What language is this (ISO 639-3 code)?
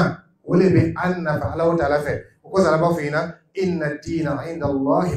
dyu